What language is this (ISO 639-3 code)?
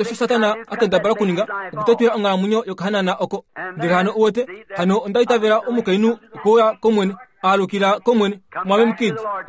kua